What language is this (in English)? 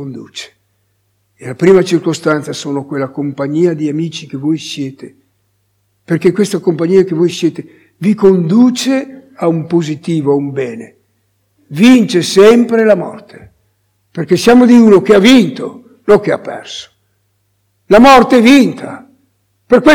Italian